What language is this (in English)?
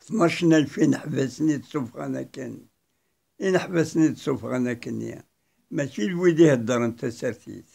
Kabyle